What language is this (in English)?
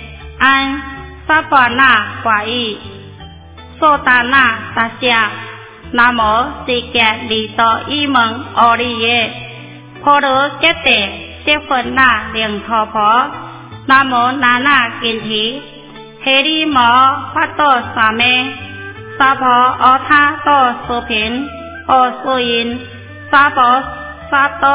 Chinese